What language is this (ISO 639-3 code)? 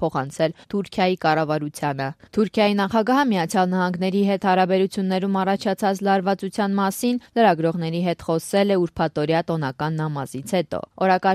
hye